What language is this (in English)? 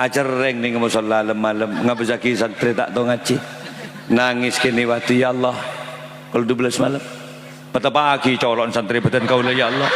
Madurese